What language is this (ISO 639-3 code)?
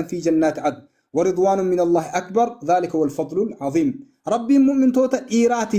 orm